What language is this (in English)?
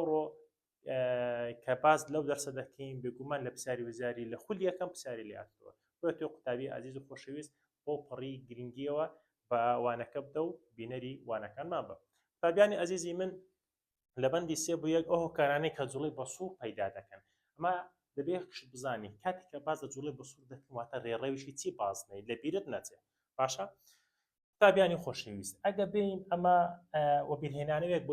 Central Kurdish